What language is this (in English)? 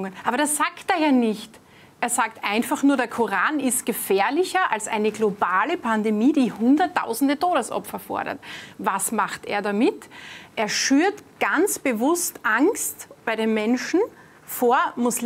German